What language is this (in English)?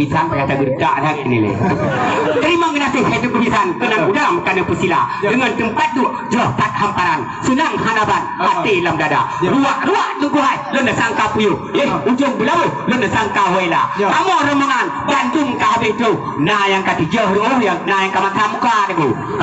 Achinese